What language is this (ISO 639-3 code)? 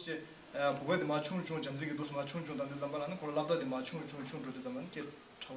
bod